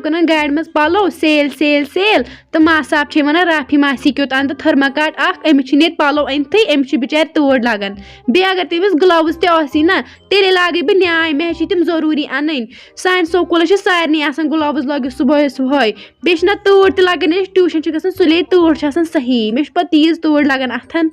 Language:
Kashmiri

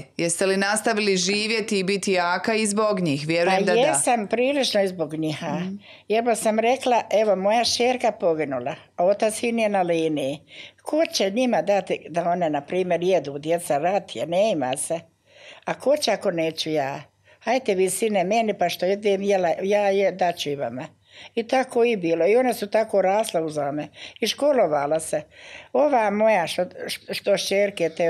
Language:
Bosnian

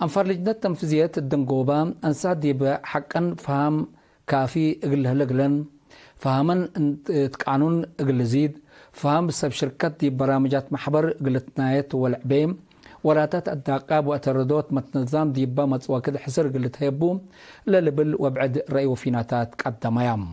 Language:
Tigre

